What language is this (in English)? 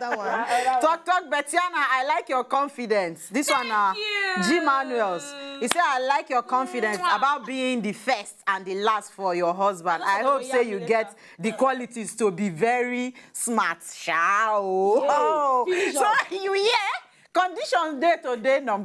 Nigerian Pidgin